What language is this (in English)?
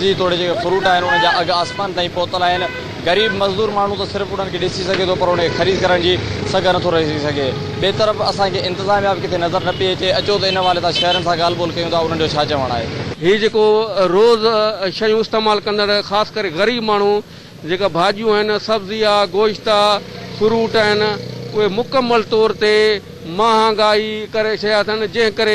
Sindhi